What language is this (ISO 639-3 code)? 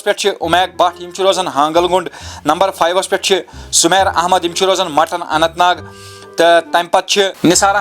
kas